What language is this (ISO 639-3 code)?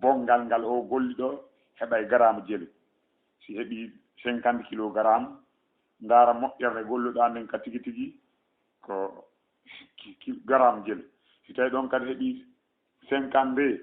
ful